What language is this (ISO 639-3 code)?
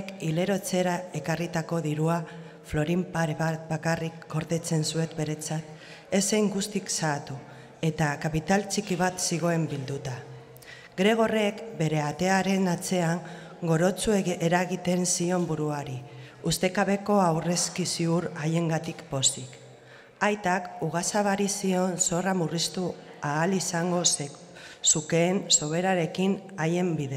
eus